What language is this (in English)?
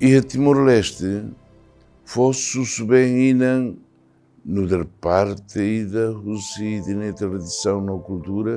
Tetum